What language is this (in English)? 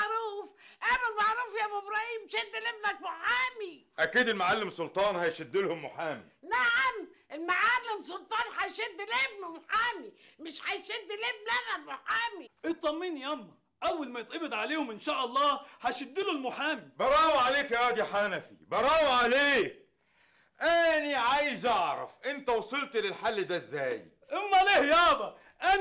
Egyptian Arabic